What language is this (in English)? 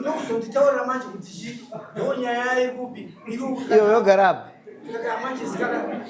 Shona